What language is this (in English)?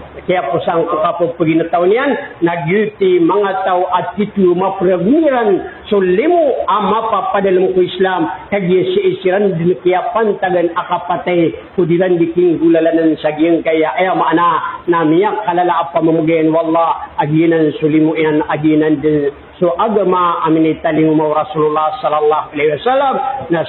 Maranao